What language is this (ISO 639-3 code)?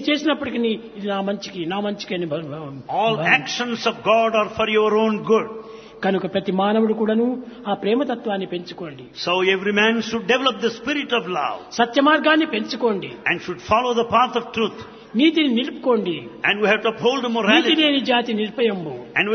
tel